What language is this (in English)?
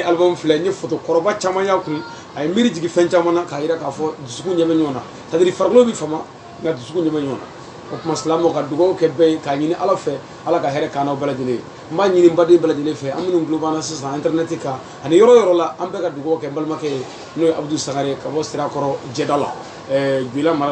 Bambara